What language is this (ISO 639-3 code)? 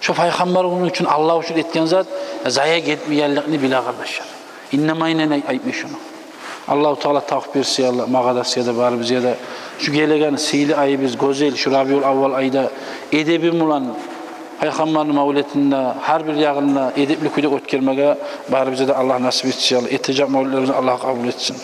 kum